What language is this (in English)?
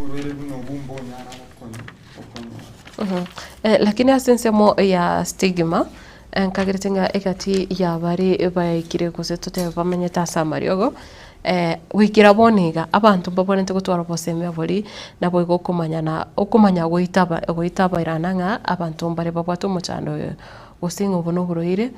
Gusii